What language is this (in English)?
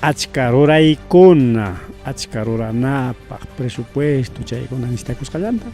Ayacucho Quechua